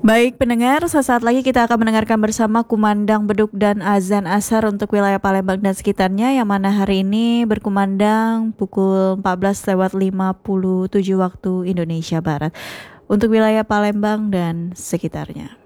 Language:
Indonesian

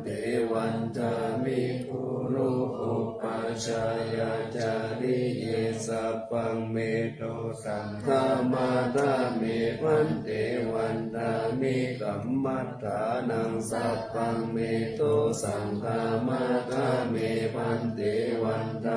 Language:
Pali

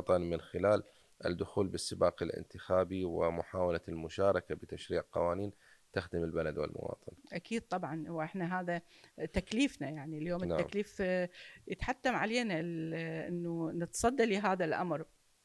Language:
Mesopotamian Arabic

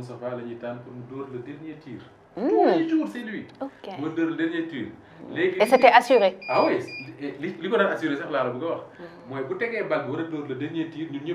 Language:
Wolof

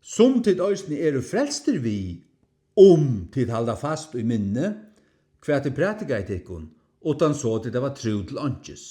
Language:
Faroese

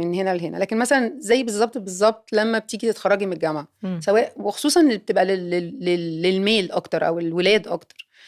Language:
Egyptian Arabic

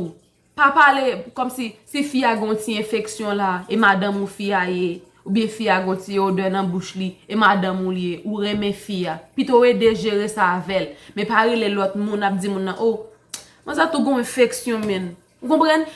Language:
Haitian Creole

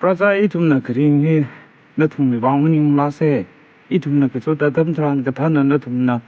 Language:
Tangkhul Naga (India)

